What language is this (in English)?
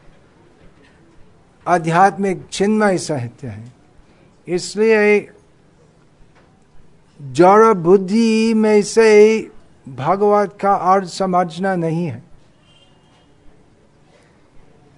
Hindi